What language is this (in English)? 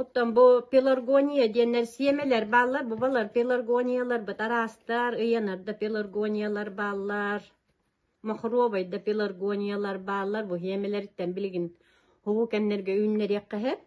Yakut